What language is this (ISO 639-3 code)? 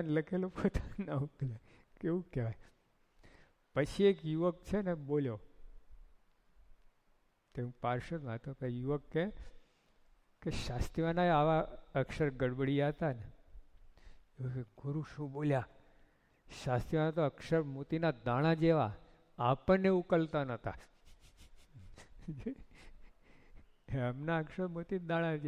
guj